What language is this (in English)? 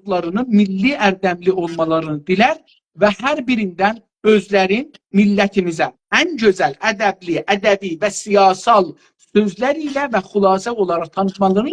South Azerbaijani